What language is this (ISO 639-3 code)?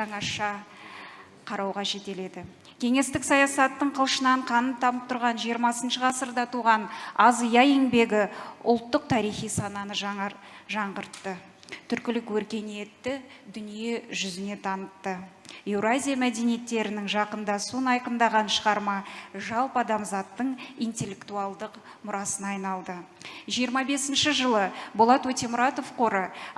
kaz